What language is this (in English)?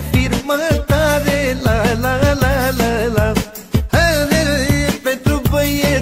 Romanian